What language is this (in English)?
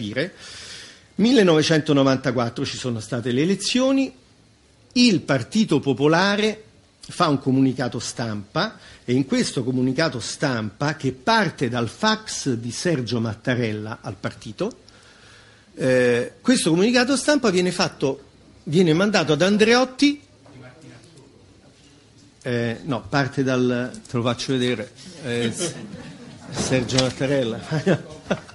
Italian